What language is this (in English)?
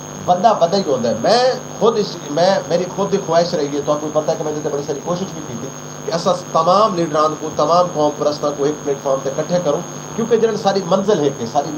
Saraiki